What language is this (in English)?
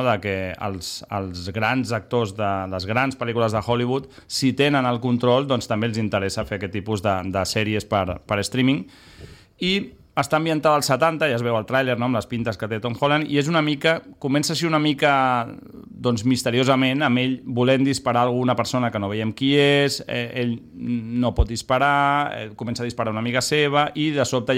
Catalan